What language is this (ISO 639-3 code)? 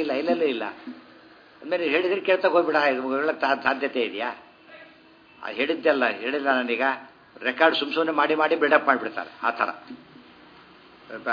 kan